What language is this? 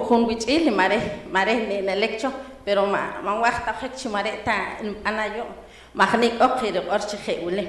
Poqomchi'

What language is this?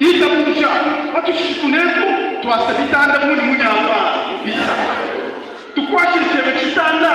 Luba-Lulua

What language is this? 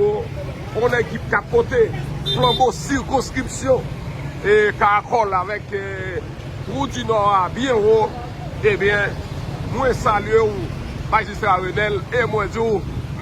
Haitian Creole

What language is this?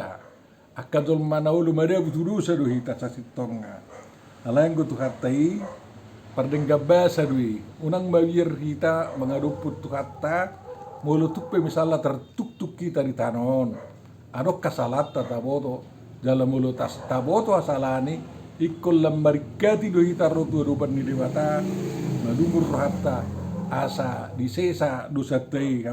Batak Toba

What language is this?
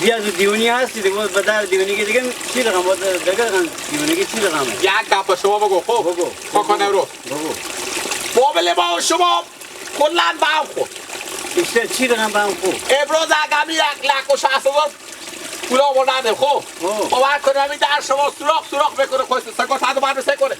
Persian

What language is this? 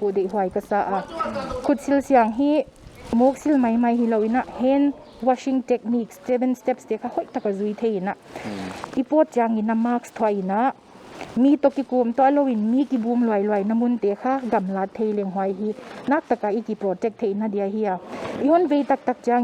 Paite Chin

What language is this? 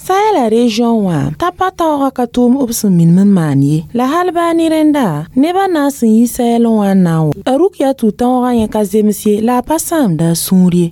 Mossi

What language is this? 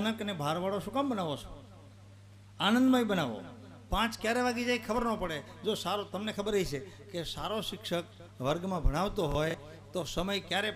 Gujarati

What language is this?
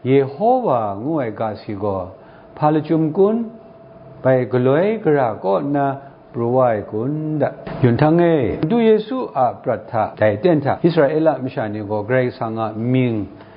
Kachin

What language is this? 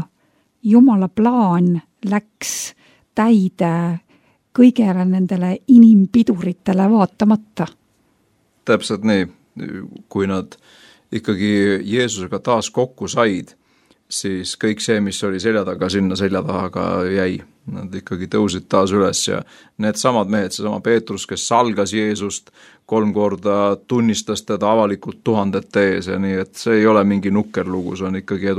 Estonian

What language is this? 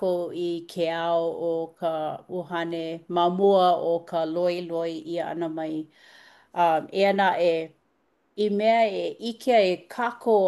Hawaiian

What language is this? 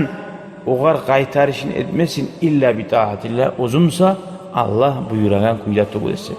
Kumyk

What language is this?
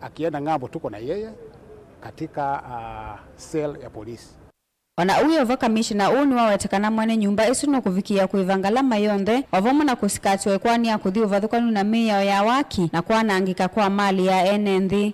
Kamba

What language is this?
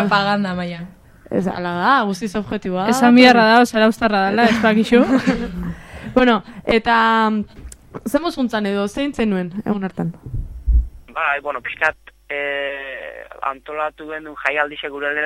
Basque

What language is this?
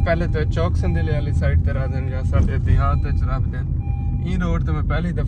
Saraiki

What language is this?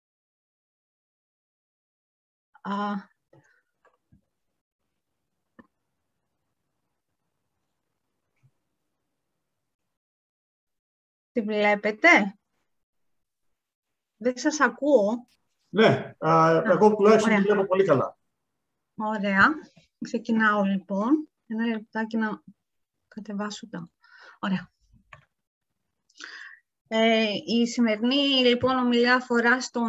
Greek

